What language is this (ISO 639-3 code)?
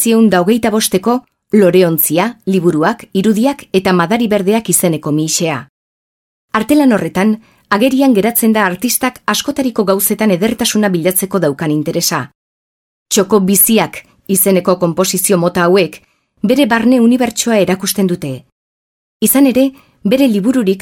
eus